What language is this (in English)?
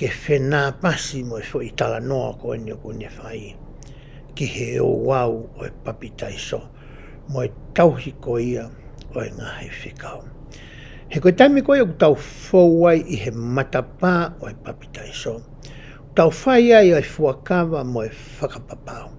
Tongan